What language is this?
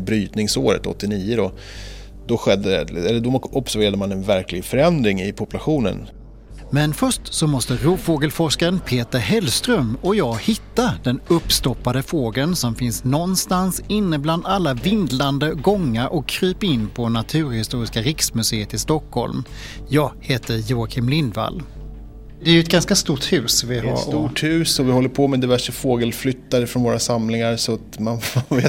Swedish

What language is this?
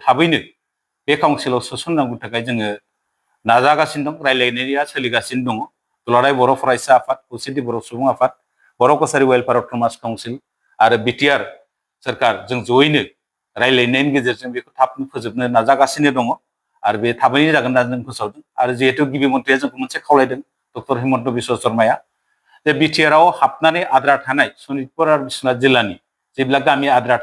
Bodo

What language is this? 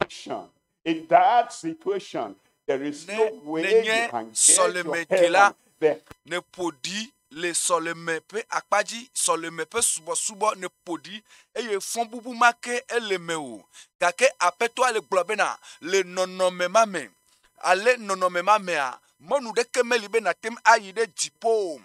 Ewe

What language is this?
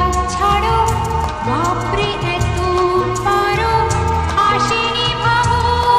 Bangla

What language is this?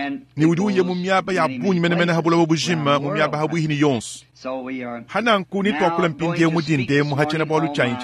Luba-Lulua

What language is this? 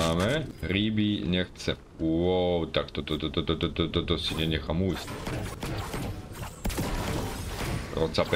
Slovak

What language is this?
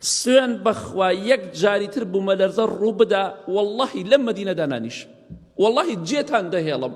Central Kurdish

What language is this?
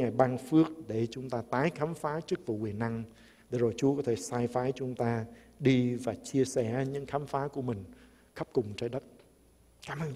Vietnamese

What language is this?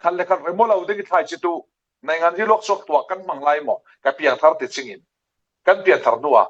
Falam Chin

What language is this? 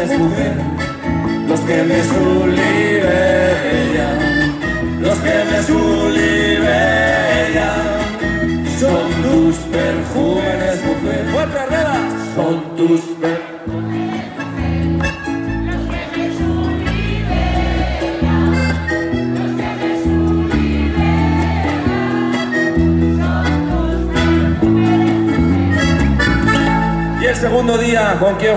Spanish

